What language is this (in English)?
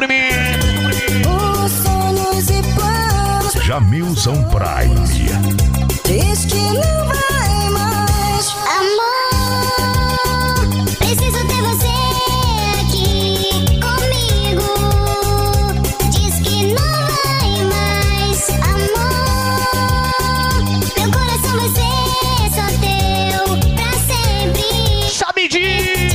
Portuguese